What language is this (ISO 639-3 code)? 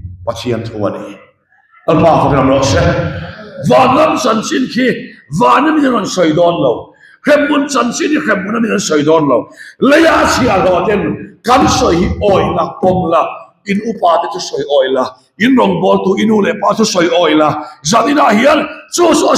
lus